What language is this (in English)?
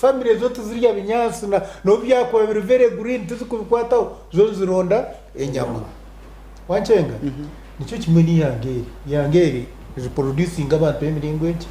Nyankole